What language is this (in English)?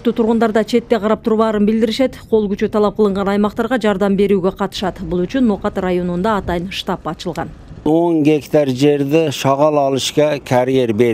Kyrgyz